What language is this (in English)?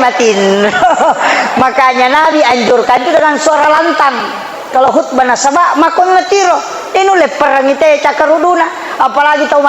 Buginese